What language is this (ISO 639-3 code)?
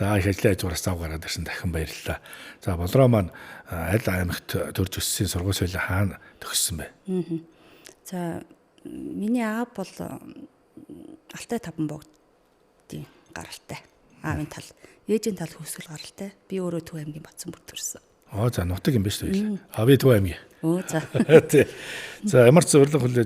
mon